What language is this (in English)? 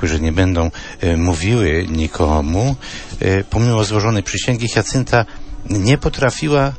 Polish